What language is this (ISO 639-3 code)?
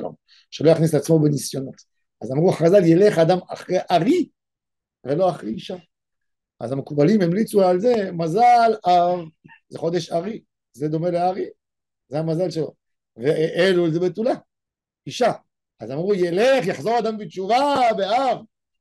heb